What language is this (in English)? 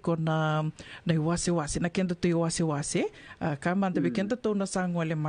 Fijian